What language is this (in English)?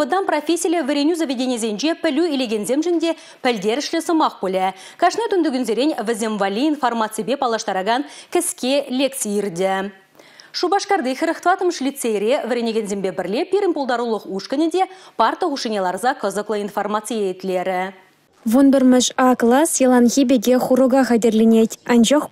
Chuvash